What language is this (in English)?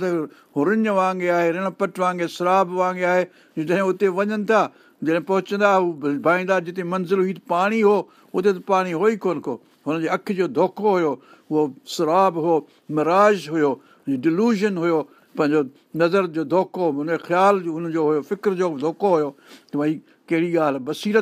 Sindhi